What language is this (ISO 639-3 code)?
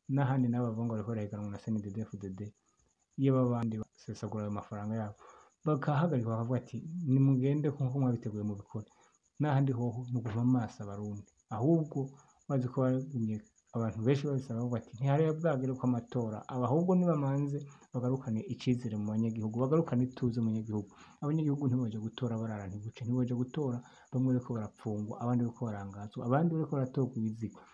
run